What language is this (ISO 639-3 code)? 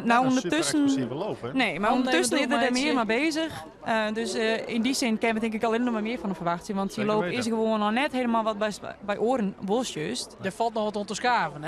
fry